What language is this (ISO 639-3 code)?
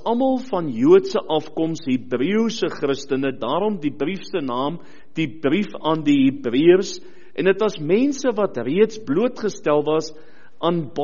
afr